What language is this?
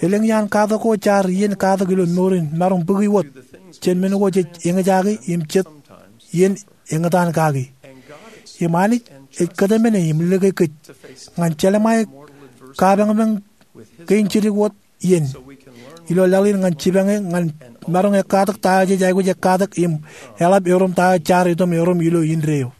Marshallese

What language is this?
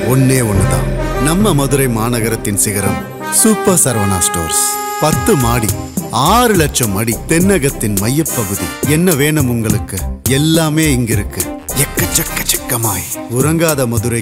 Tamil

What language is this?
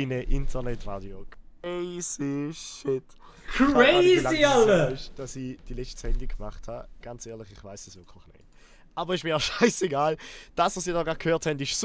Swiss German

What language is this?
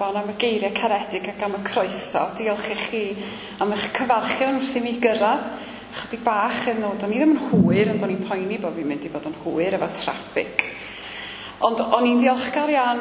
Welsh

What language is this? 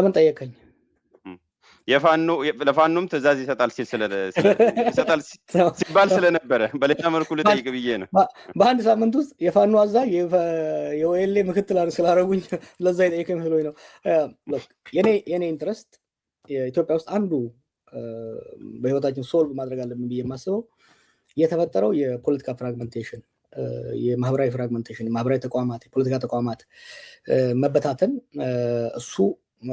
Amharic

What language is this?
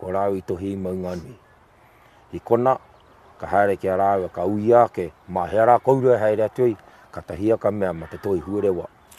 Māori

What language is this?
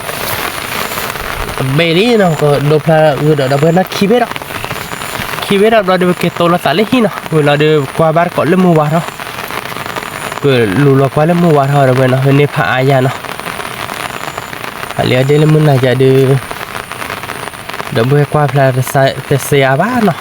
S'gaw Karen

